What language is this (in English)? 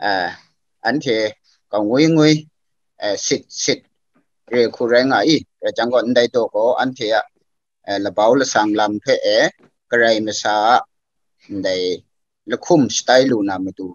Kachin